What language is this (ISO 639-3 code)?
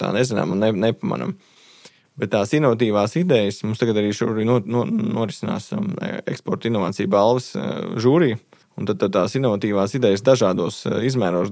lav